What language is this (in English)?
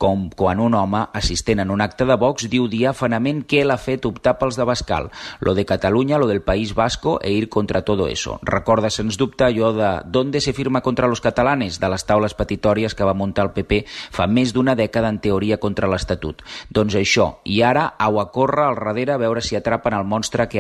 Catalan